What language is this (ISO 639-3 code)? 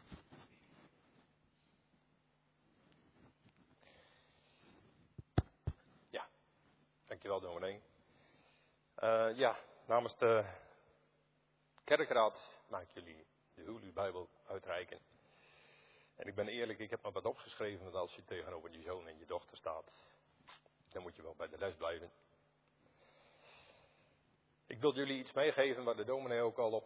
nld